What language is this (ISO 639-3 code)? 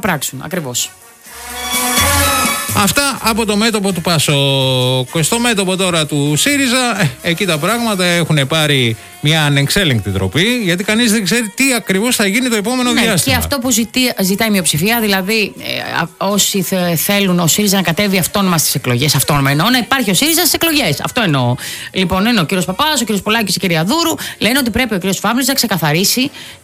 ell